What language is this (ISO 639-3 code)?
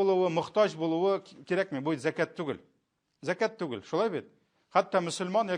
tat